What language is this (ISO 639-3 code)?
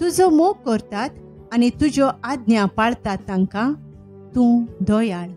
kok